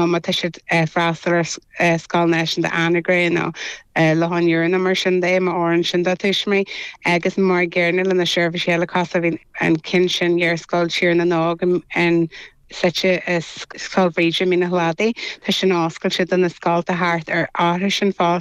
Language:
Irish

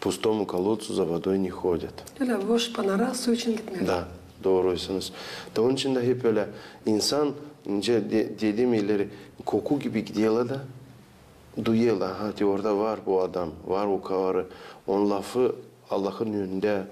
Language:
Gagauz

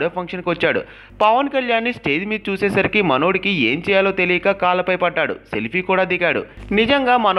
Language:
Telugu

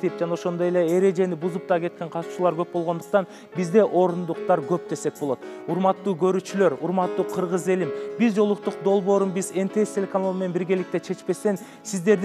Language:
Kyrgyz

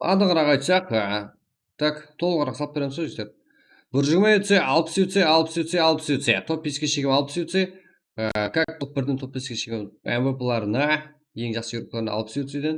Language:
Kara-Kalpak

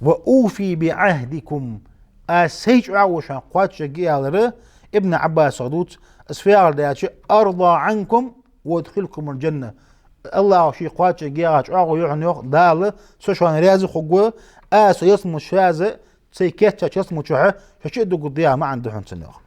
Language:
Ingush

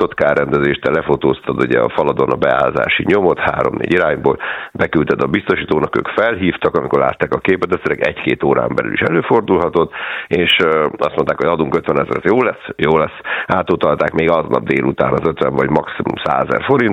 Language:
Hungarian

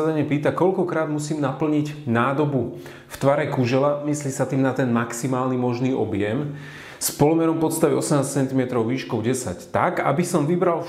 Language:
Slovak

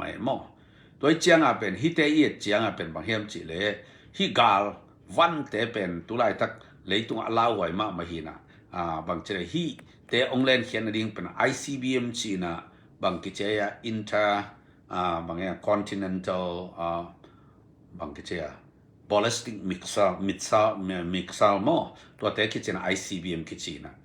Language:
Tedim Chin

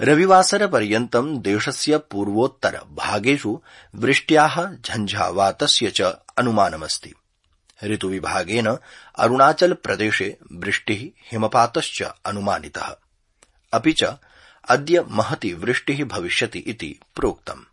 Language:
Sanskrit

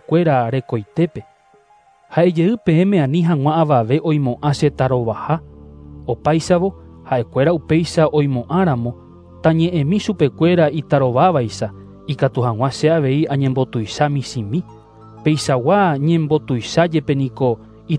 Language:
Guarani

